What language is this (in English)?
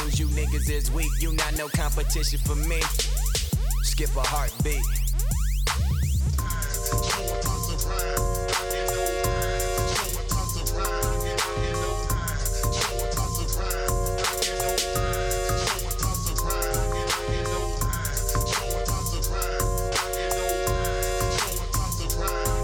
English